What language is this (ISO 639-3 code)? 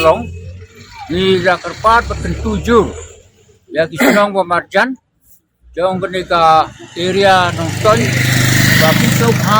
kha